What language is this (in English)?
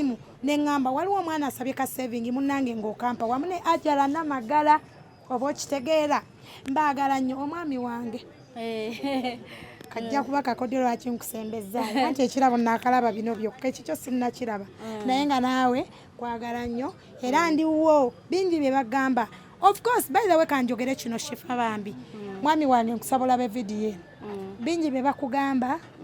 Ganda